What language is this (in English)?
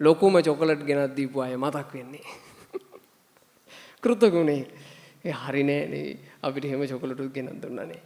Sinhala